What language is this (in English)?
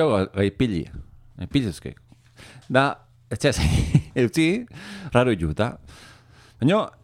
Basque